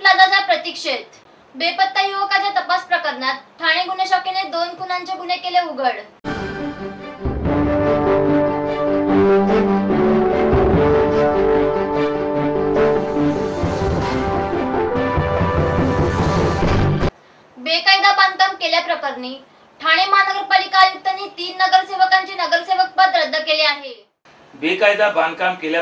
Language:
Marathi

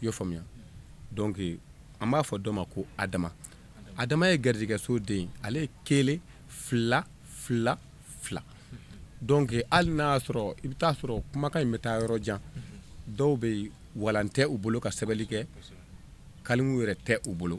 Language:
Bambara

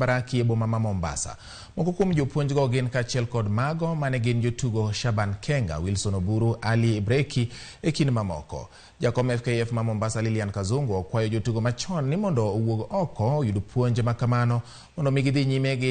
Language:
Luo (Kenya and Tanzania)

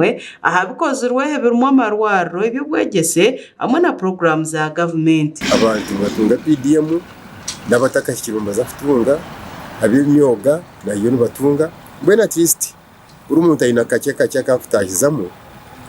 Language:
Nyankole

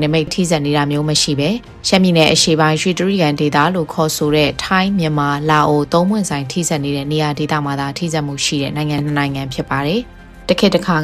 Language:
Burmese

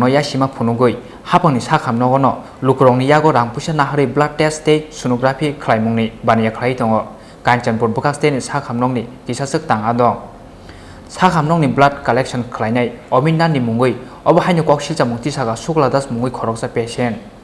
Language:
Kok Borok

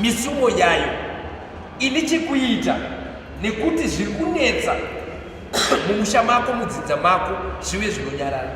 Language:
Shona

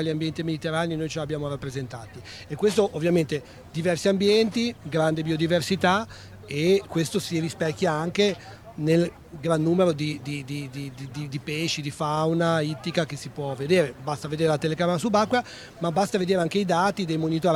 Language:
Italian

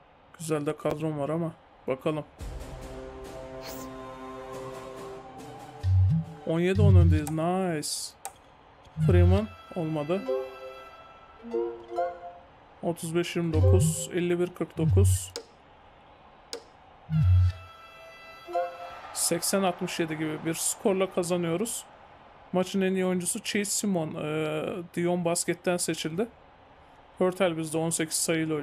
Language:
Turkish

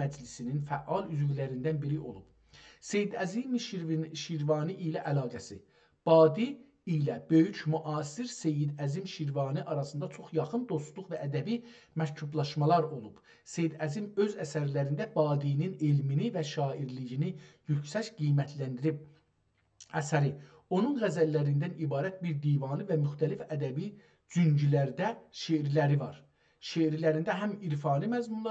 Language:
South Azerbaijani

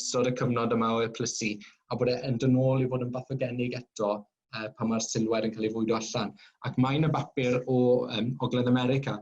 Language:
Welsh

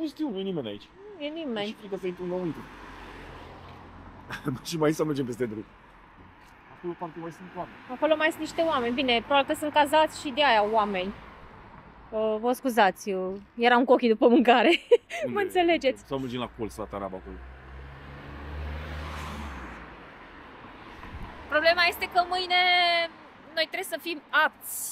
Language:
Romanian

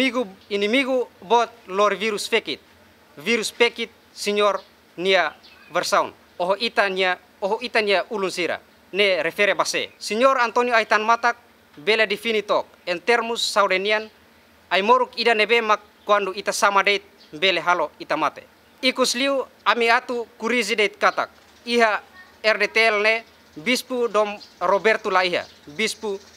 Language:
Tetum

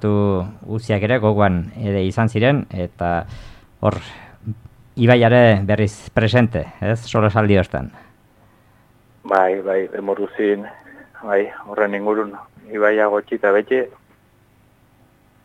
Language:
Basque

